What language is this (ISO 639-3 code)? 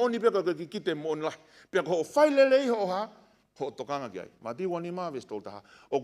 ton